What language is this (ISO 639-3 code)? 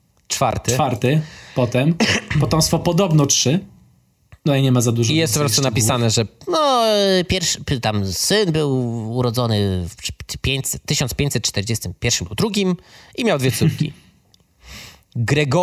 pol